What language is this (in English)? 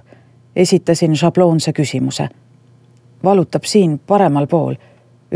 Estonian